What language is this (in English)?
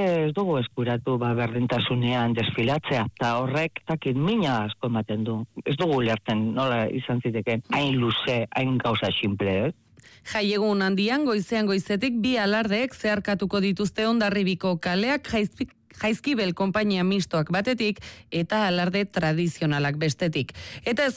Basque